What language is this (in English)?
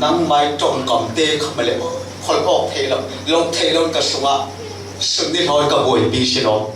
Falam Chin